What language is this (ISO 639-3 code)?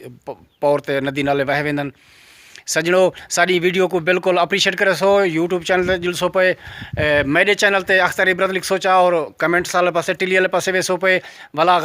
skr